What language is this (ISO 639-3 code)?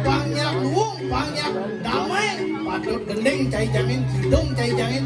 ban